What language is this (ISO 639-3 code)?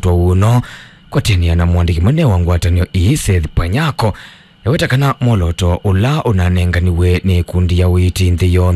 kam